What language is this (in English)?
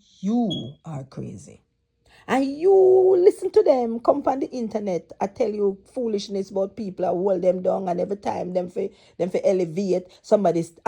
Jamaican Creole English